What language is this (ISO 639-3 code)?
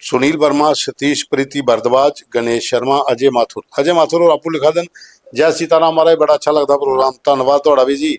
doi